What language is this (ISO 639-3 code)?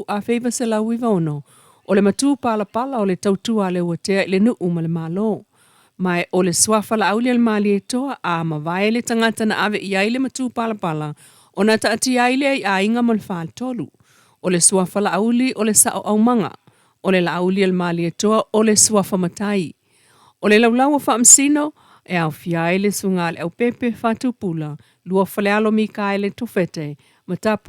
smo